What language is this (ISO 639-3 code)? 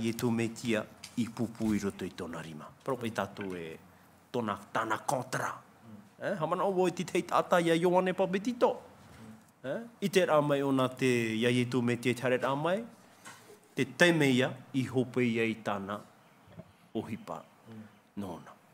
tah